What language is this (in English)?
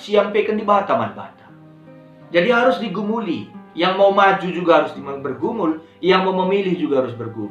Batak Karo